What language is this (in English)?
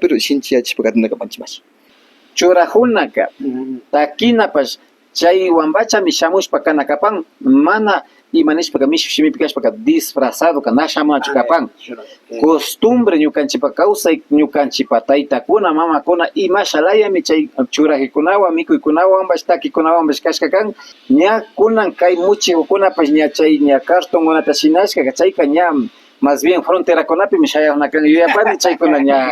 Imbabura Highland Quichua